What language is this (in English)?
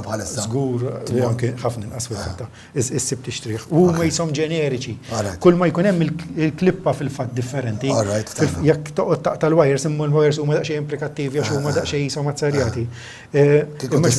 Maltese